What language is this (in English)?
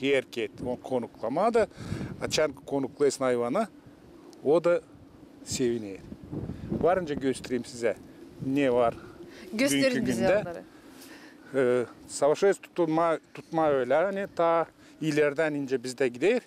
Gagauz